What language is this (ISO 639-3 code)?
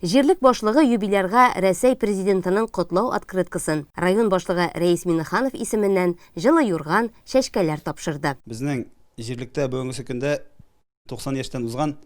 tat